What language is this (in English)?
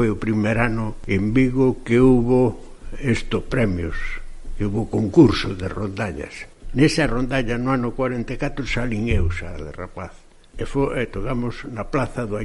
Galician